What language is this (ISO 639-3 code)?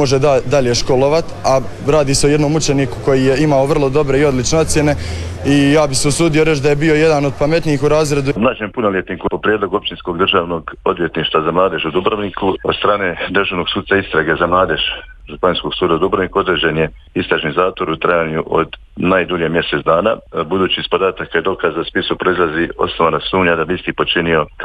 hrv